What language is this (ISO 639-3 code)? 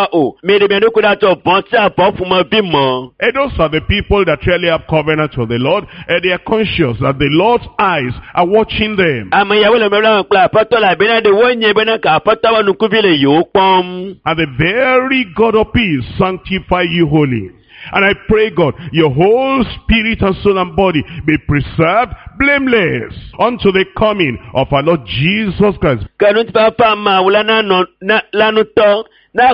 ewe